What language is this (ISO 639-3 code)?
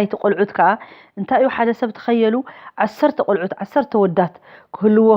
tir